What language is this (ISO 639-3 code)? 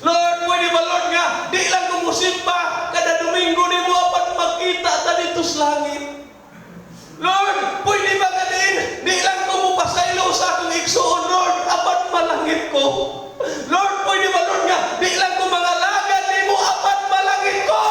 ceb